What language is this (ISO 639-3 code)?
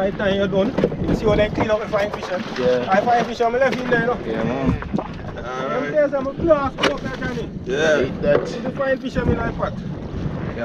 jam